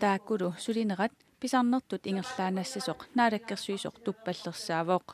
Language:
Kalaallisut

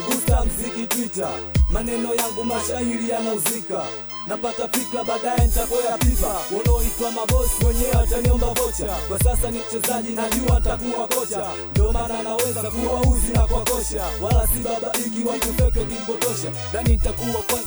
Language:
Swahili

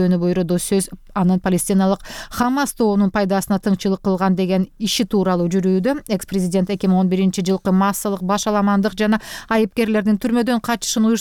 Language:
Kyrgyz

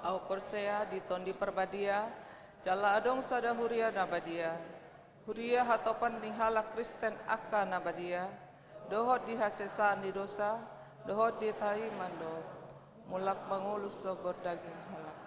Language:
Batak Toba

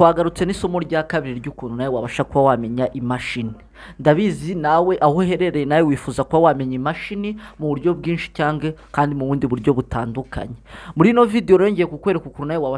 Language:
Kinyarwanda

